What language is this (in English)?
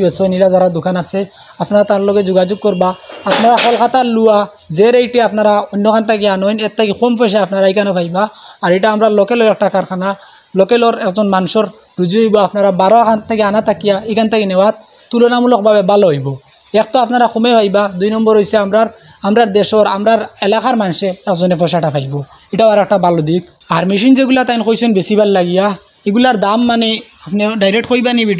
Sylheti